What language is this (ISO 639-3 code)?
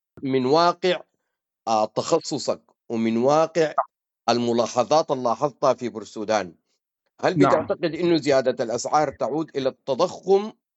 apd